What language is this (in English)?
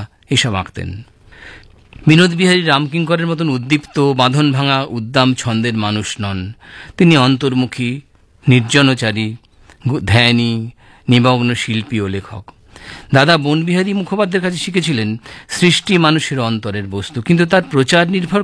Bangla